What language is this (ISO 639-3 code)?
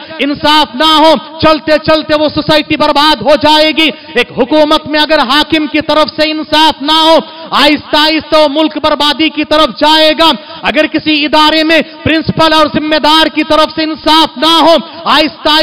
urd